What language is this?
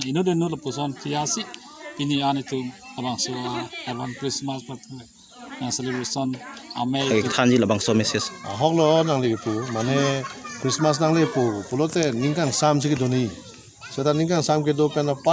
Karbi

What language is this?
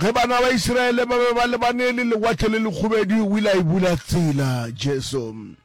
Northern Sotho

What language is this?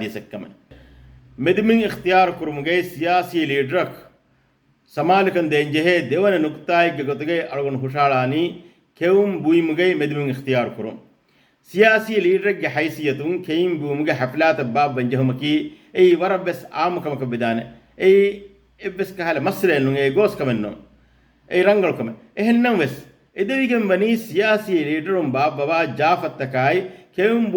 Divehi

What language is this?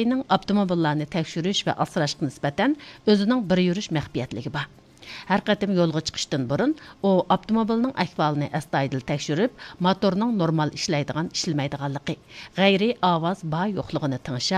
Uyghur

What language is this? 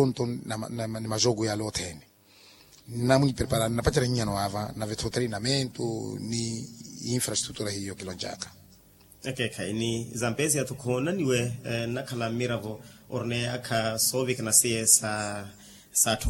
Makhuwa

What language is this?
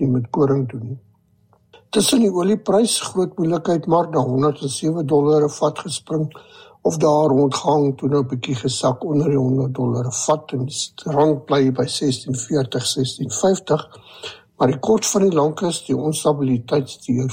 Afrikaans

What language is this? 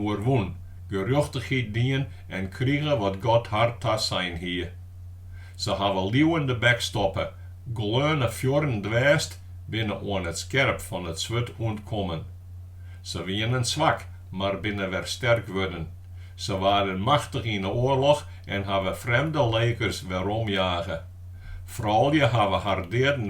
Western Frisian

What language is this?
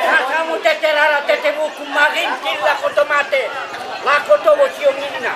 Toraja-Sa'dan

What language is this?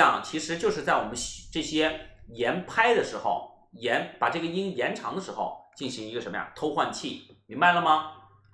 Chinese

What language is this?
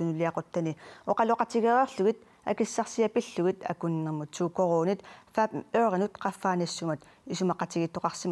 Kalaallisut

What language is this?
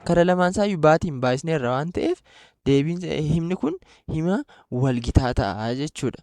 Oromo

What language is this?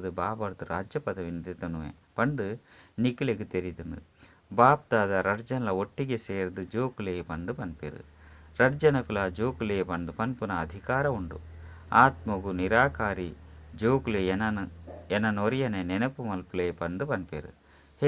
Tulu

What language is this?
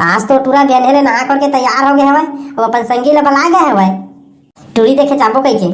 Chhattisgarhi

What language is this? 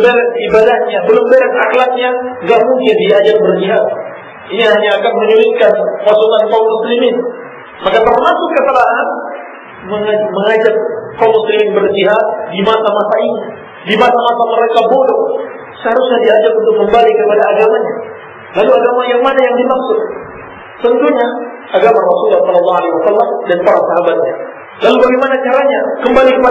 Indonesian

